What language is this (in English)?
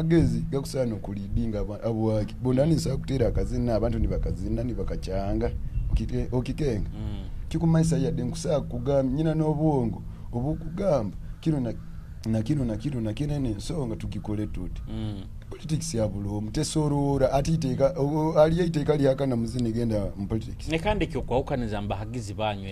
Nyoro